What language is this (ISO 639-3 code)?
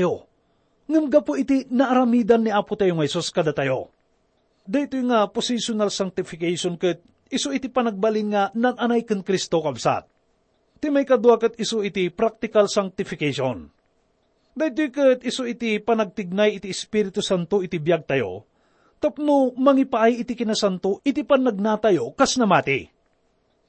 ilo